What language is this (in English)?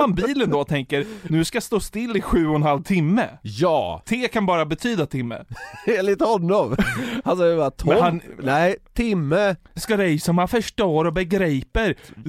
Swedish